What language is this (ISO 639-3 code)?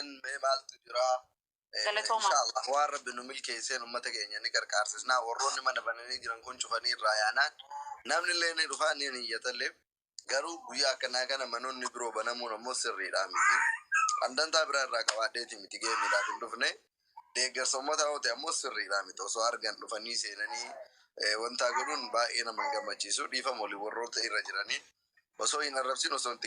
orm